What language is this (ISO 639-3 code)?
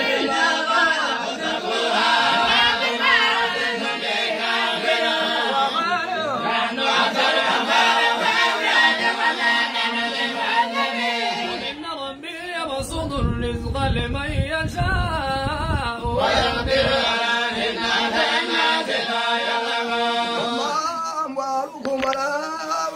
ara